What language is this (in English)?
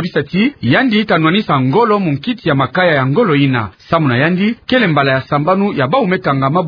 Kituba (Democratic Republic of Congo)